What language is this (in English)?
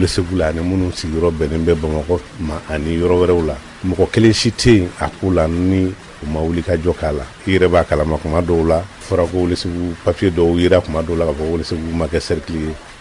Bambara